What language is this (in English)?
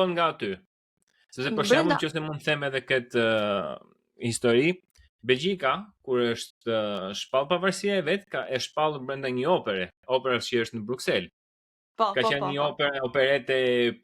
Albanian